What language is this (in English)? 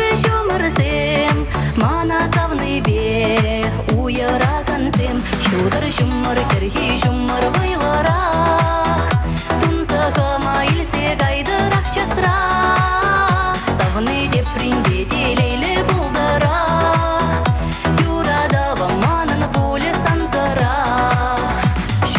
Chuvash